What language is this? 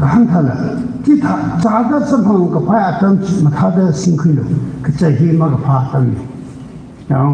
Tangkhul Naga (India)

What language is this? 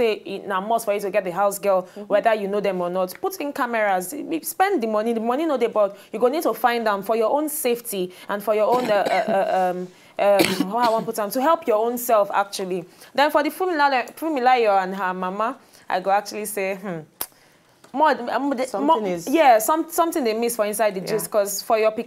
Nigerian Pidgin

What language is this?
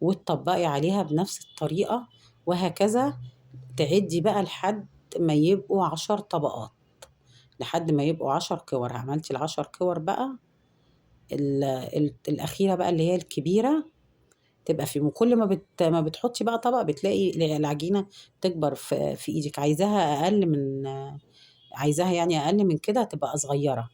Egyptian Arabic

